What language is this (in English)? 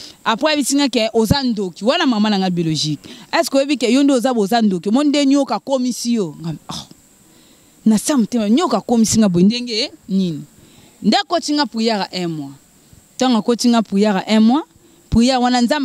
Lingala